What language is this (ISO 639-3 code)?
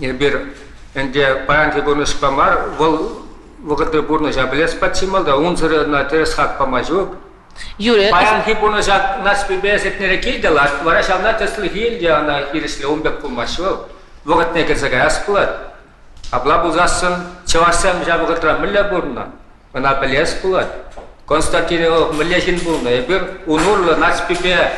chv